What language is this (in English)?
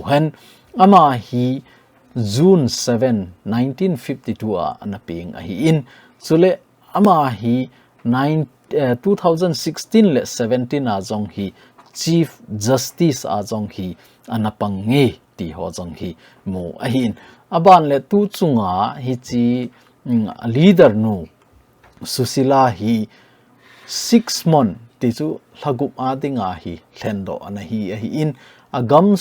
Thado Chin